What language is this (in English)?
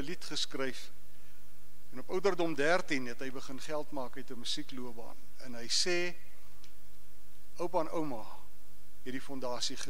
Afrikaans